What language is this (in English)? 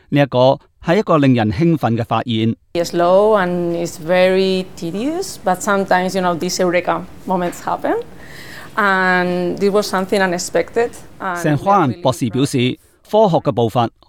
Cantonese